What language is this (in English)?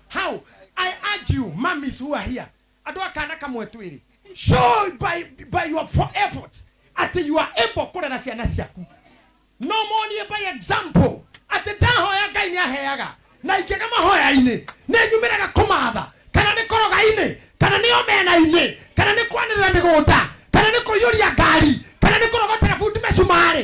Kikuyu